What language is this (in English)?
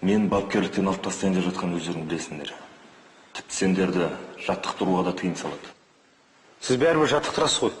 Kazakh